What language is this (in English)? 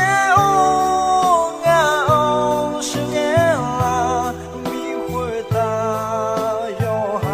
Akha